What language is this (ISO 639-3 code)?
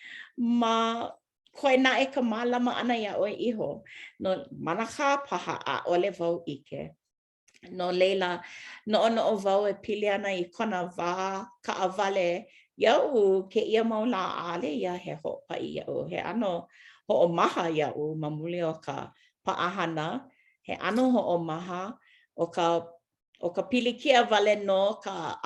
haw